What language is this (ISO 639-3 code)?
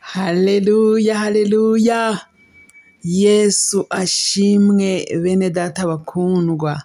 kin